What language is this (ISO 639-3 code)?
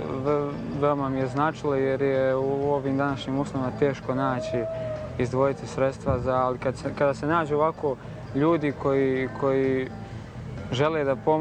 bos